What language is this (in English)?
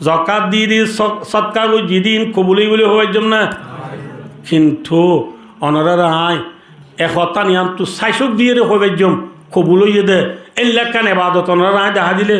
Rohingya